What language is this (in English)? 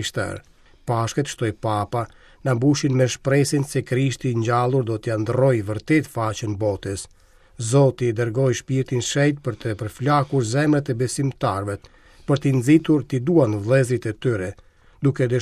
Albanian